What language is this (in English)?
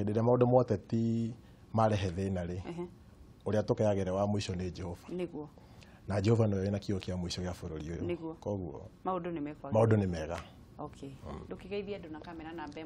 Kikuyu